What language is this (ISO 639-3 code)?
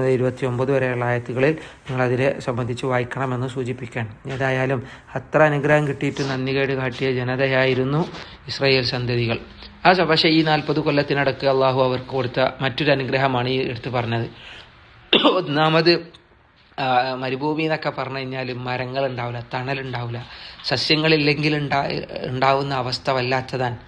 mal